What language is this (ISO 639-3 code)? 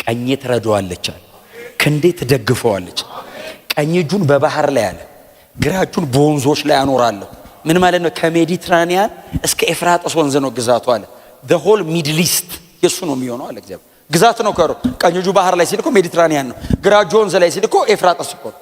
amh